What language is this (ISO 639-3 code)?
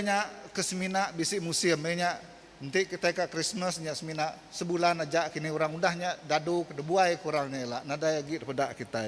iba